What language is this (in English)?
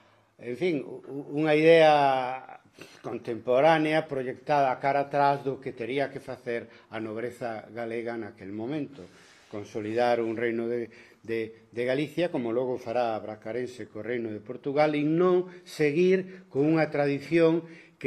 Galician